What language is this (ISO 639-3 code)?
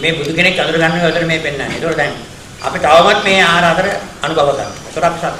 sin